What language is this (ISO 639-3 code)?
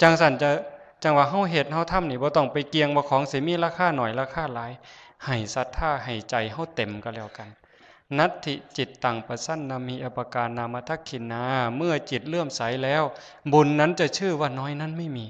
tts